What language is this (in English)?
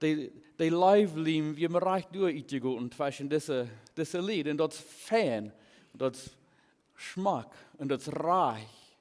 Plautdietsch